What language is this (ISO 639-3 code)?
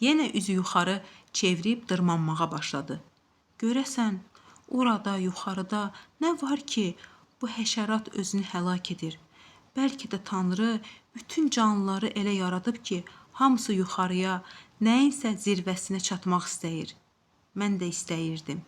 aze